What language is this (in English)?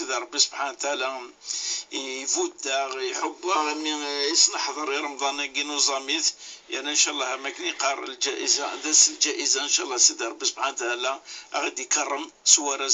Kabyle